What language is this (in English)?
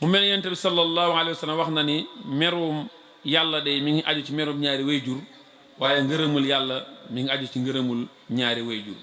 Wolof